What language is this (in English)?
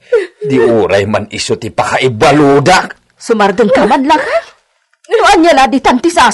Iloko